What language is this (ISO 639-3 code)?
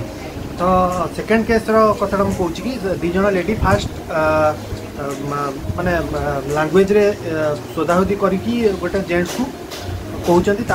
ori